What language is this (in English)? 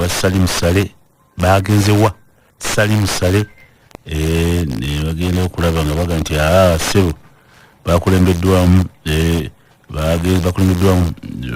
Ganda